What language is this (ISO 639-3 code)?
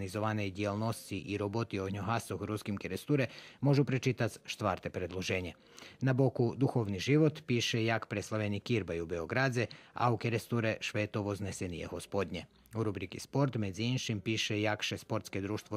rue